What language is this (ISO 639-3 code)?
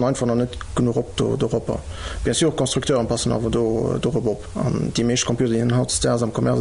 ltz